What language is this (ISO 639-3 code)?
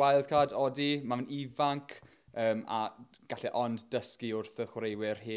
cym